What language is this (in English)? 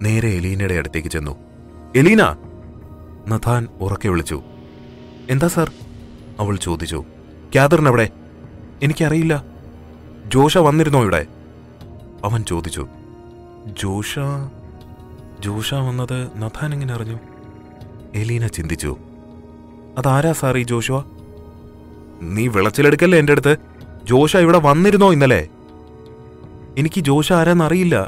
Malayalam